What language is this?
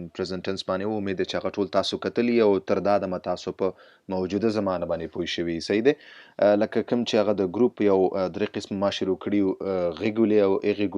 Pashto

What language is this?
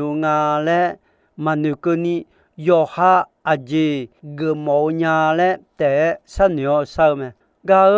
Akha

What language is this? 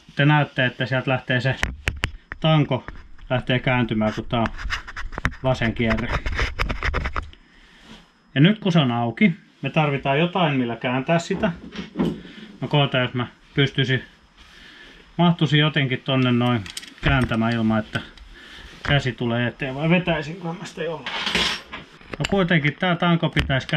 Finnish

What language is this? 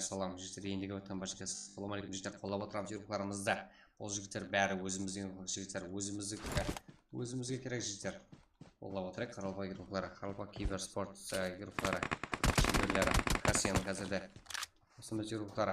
Kara-Kalpak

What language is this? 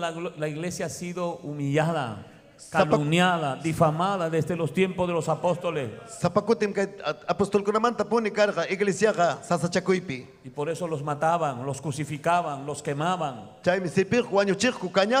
Ayacucho Quechua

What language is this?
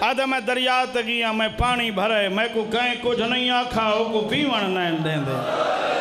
Saraiki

